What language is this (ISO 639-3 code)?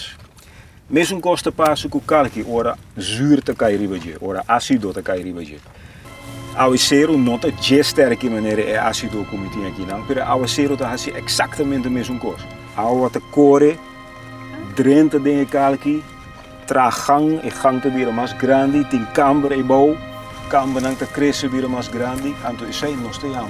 pap